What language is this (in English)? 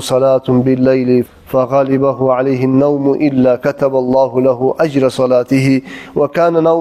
Kumyk